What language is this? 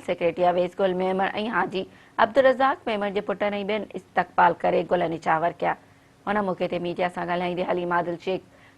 Sindhi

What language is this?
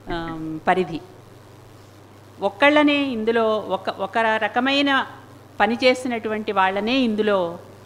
Telugu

